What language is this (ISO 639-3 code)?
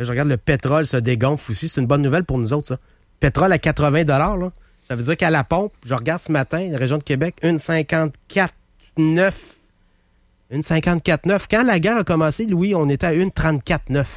fra